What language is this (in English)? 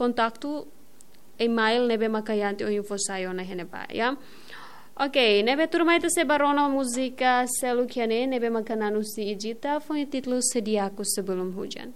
Tetum